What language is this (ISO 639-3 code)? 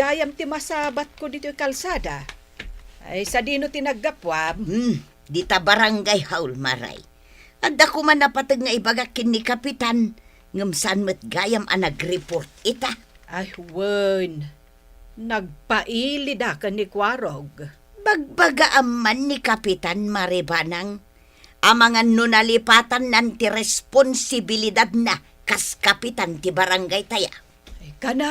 ilo